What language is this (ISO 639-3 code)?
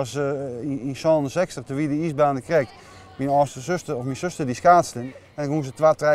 fry